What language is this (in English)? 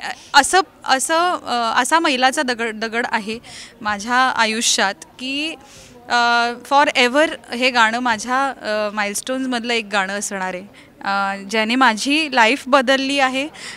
Marathi